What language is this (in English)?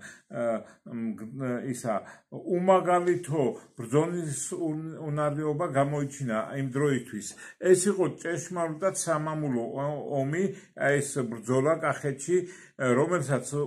Georgian